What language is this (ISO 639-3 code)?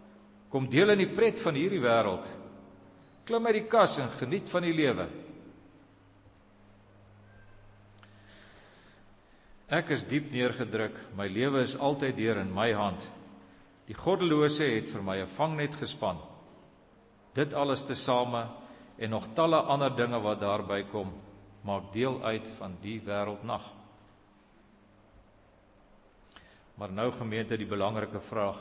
afr